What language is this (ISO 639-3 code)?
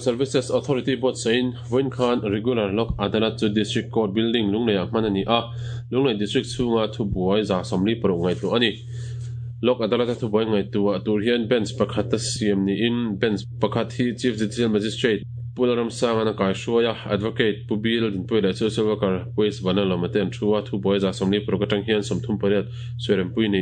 lus